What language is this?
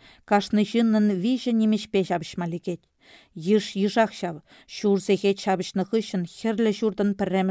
Chuvash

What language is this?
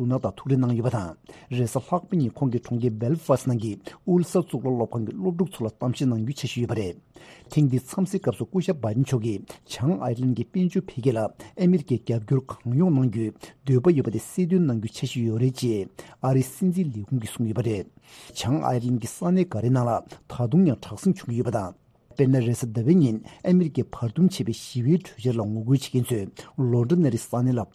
Tibetan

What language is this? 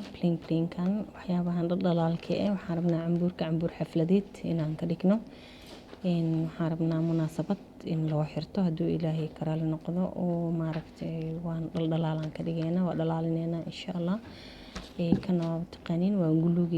Somali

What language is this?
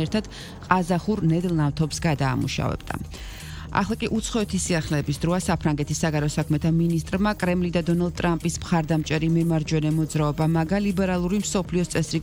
Georgian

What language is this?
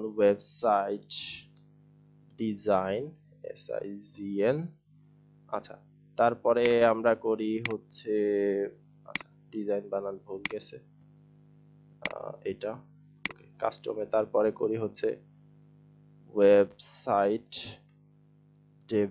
Bangla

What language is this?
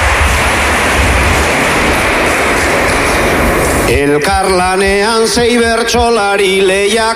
Basque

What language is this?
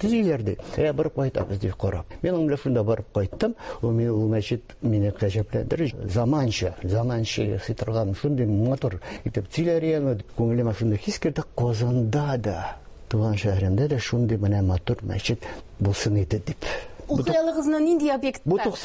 Tatar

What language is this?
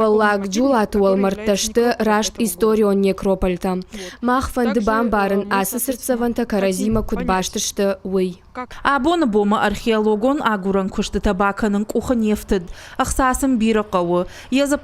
Ossetic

